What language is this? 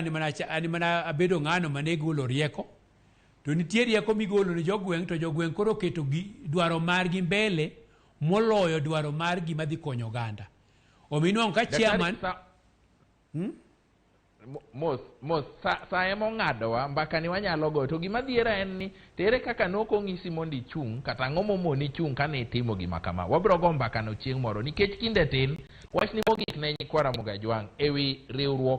Luo (Kenya and Tanzania)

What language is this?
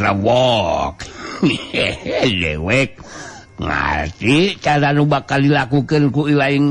Sundanese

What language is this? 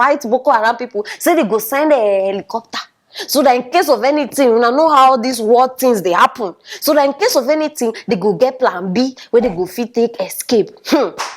Nigerian Pidgin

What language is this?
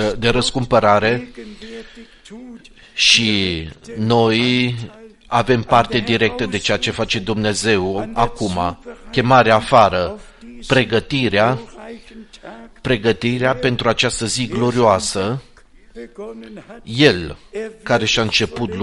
Romanian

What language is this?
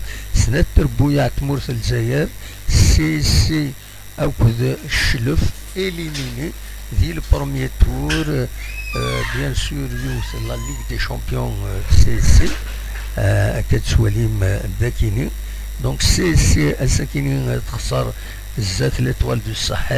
Kabyle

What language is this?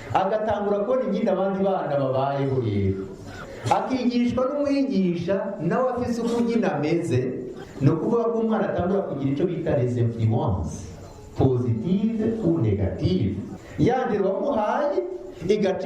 Rundi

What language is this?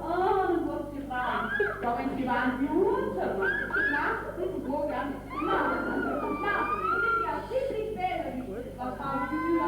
Bavarian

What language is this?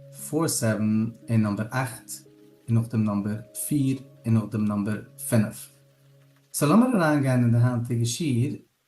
Yiddish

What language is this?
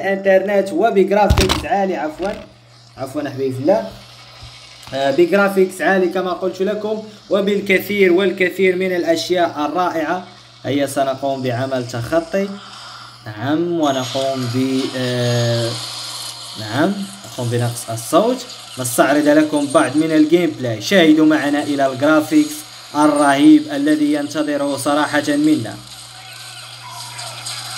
Arabic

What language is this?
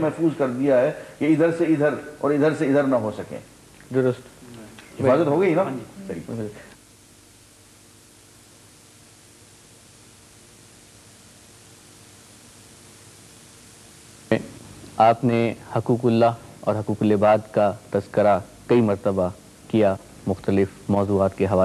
Urdu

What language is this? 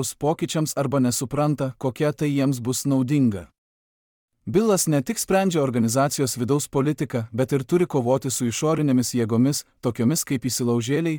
Lithuanian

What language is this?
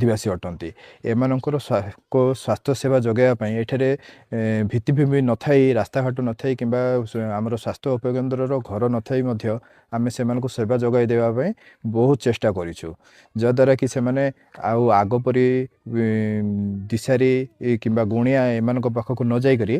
Odia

